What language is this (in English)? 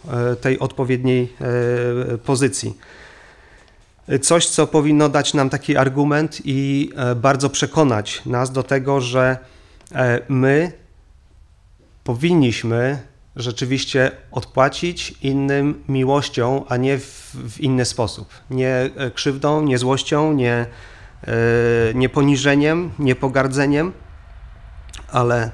Polish